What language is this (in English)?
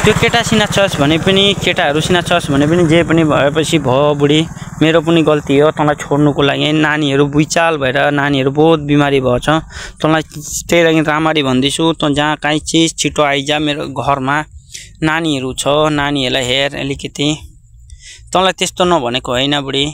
Nepali